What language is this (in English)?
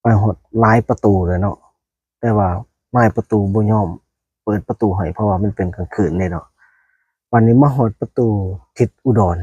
Lao